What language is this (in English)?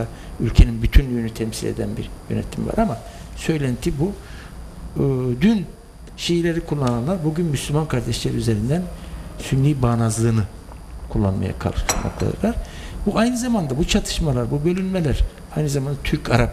Turkish